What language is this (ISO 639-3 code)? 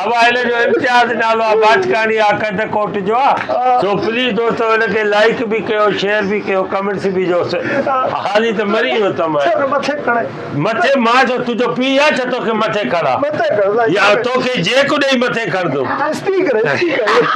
snd